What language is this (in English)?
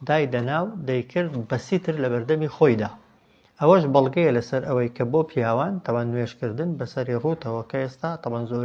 Central Kurdish